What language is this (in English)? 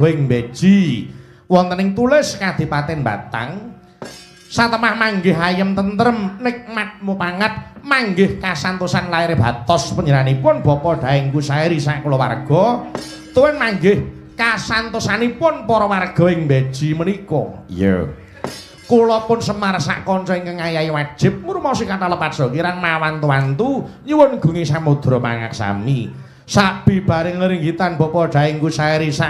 Javanese